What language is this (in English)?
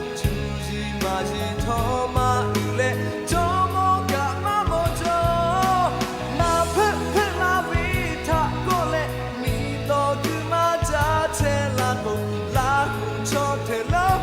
Lahu